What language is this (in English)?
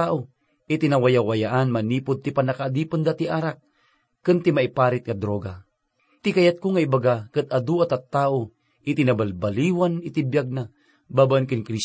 Iloko